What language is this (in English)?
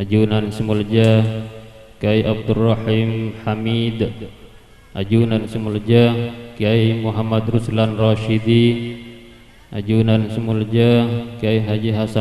Madurese